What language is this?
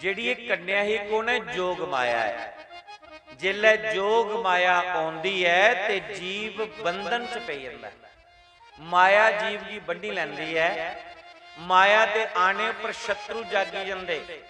Dogri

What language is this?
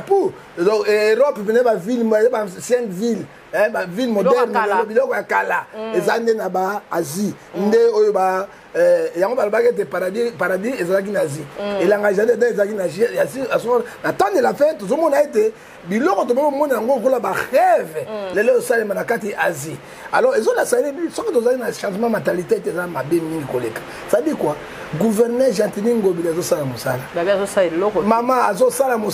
Lingala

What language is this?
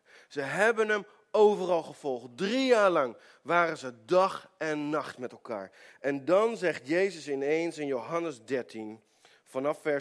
Dutch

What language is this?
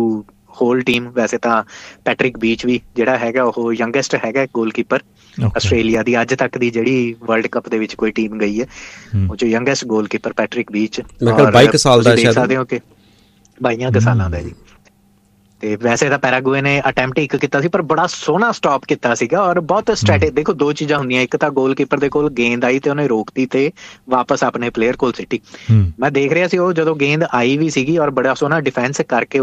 Punjabi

